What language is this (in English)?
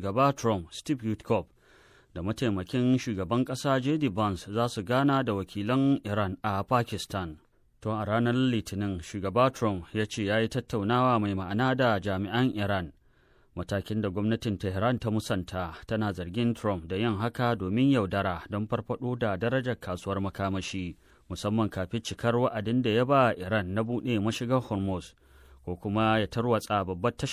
Hausa